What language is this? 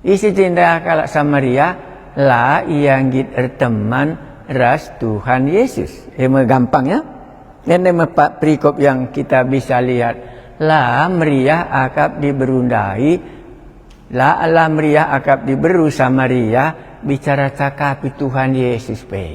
Batak Karo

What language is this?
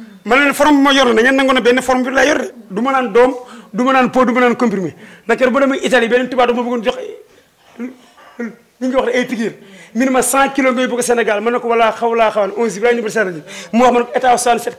Wolof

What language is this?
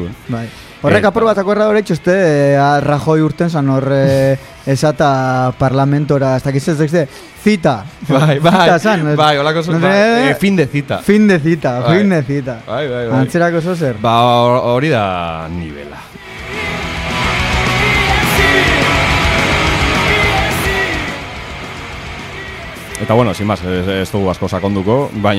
Basque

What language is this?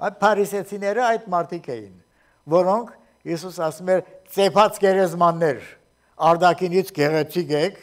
Armenian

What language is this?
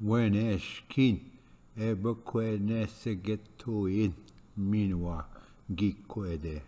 Ojibwa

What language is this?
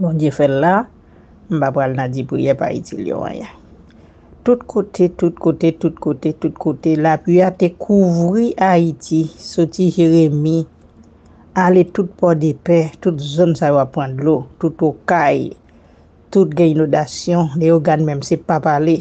Haitian Creole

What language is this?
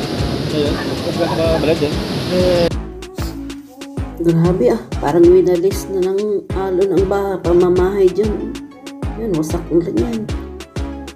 Filipino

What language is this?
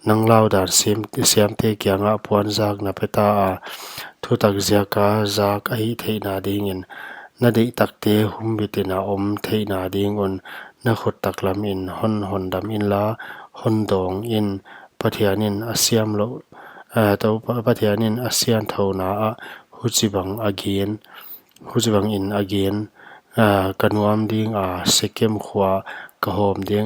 Paite Chin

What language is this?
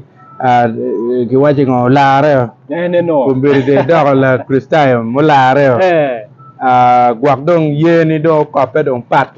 Acoli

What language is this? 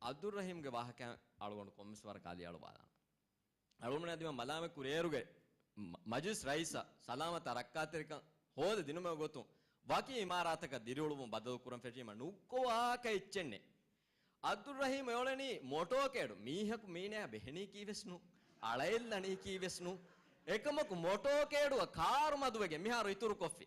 Divehi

